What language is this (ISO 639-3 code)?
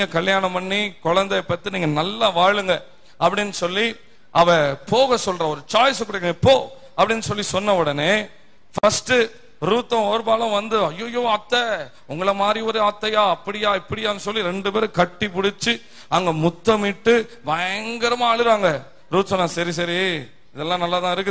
tam